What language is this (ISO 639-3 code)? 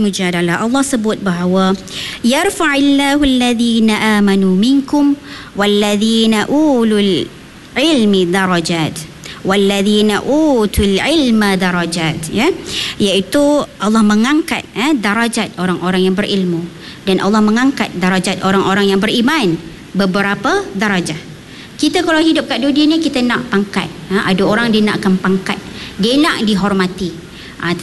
msa